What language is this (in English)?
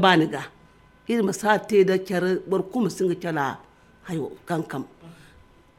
Zarma